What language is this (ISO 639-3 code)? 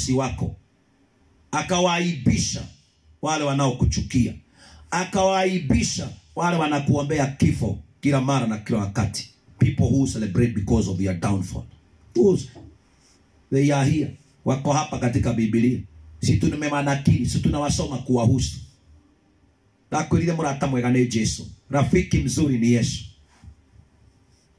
swa